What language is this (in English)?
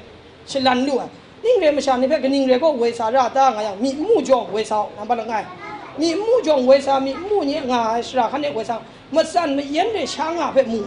Kachin